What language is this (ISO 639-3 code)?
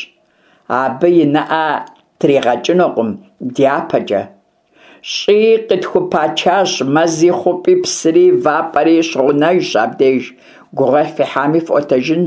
kbd